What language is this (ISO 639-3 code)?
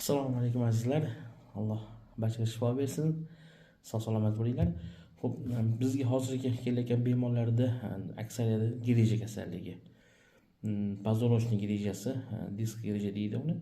uzb